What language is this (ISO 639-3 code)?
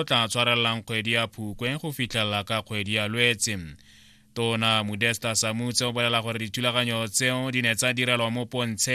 tsn